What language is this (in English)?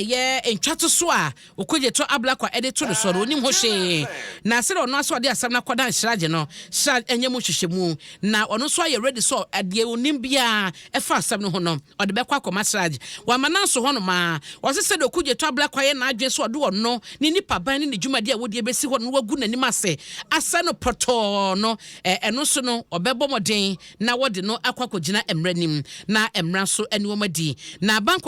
Akan